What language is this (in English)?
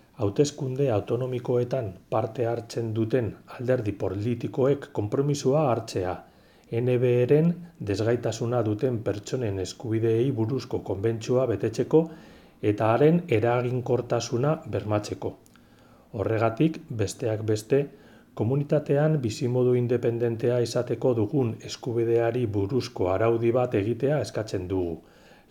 Basque